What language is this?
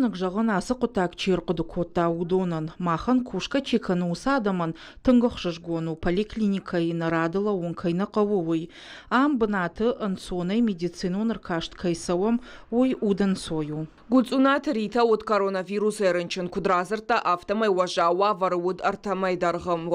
Ossetic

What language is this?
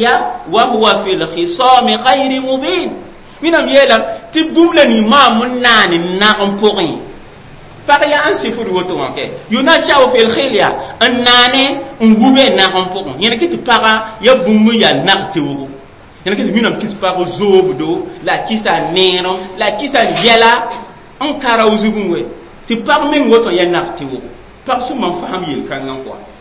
Mossi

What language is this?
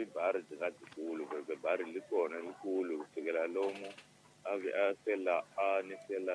Tsonga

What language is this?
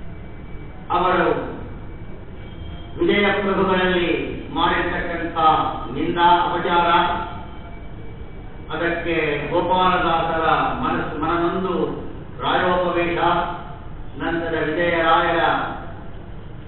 Kannada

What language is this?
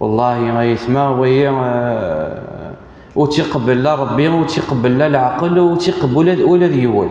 Kabyle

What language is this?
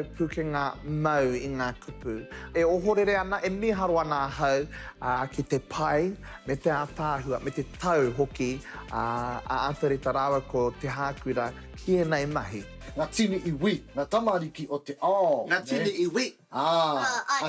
Māori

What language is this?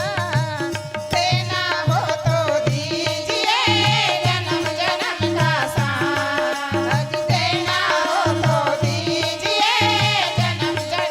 Chhattisgarhi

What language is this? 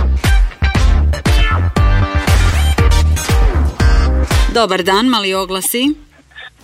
Croatian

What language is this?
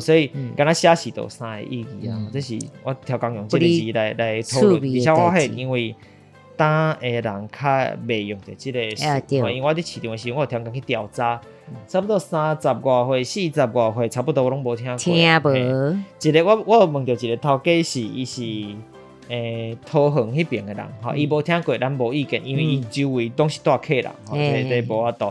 Min Nan Chinese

